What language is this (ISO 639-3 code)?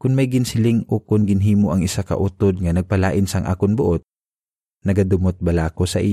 hil